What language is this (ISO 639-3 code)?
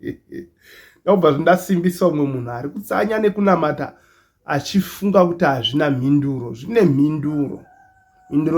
sna